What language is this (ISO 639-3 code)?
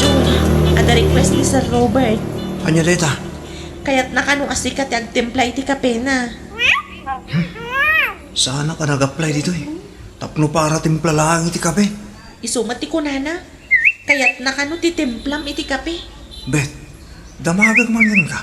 ilo